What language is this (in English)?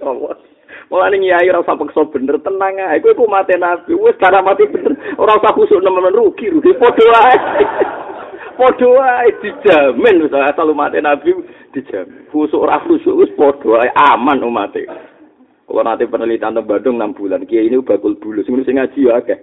Javanese